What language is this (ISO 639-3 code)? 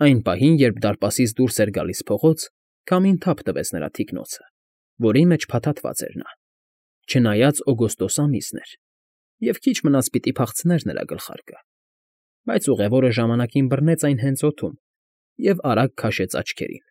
hye